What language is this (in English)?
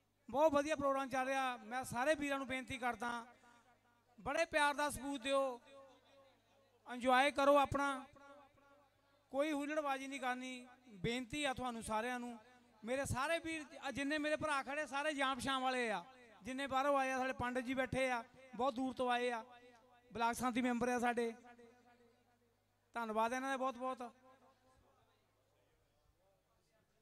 Punjabi